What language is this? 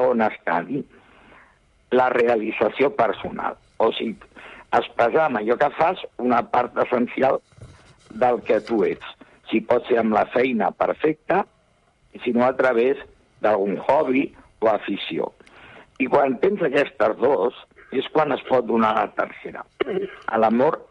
Catalan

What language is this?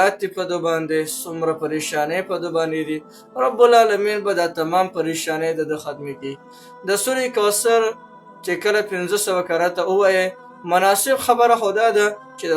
Pashto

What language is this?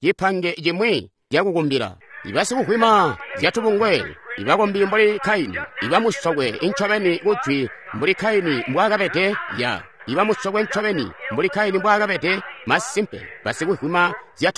Tonga (Zambia)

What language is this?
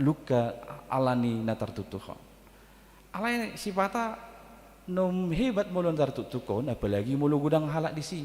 Batak Toba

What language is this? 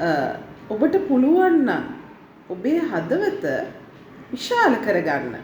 Sinhala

